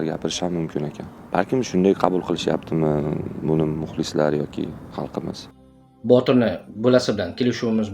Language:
Uzbek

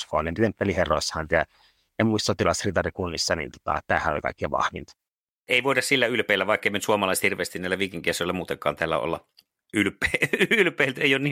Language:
Finnish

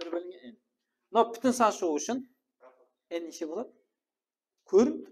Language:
Kara-Kalpak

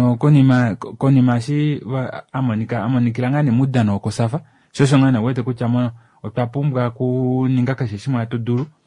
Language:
Kuanyama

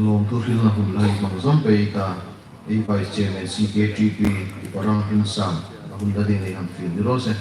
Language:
Hmar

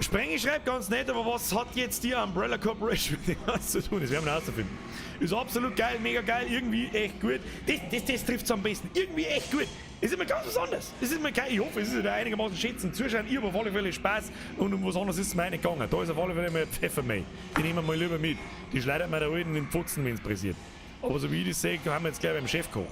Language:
Bavarian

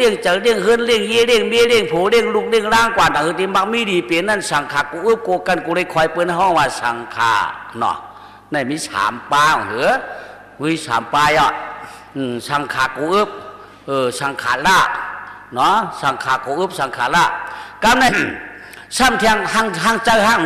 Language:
Shan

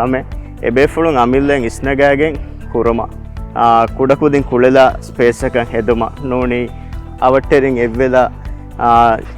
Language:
Divehi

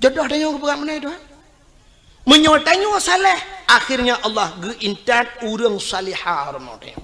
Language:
Achinese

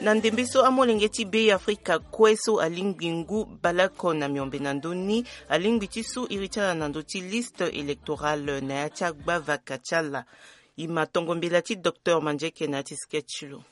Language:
Sango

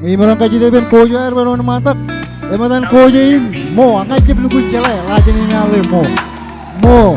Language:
Marshallese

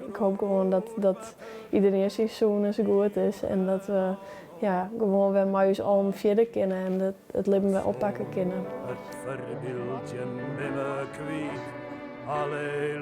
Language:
Western Frisian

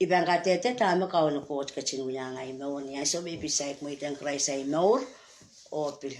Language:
Pohnpeian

